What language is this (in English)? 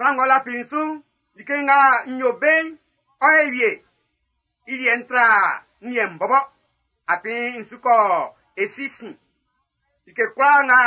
Baoulé